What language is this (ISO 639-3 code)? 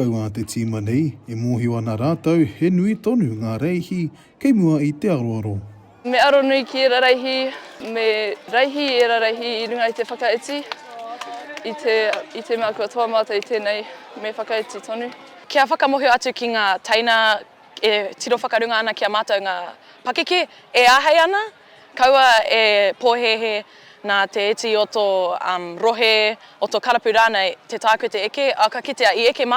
mri